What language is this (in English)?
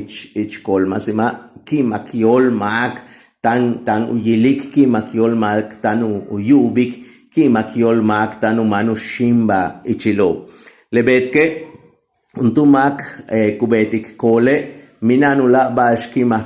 Yucateco